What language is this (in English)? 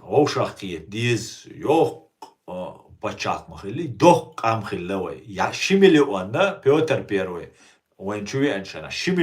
Chechen